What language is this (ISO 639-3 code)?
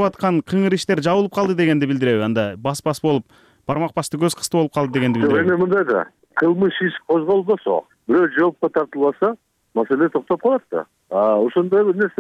kir